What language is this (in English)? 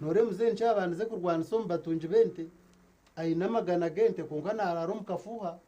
Nyankole